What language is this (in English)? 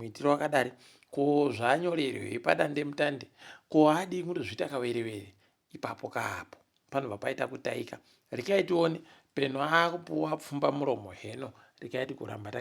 Ndau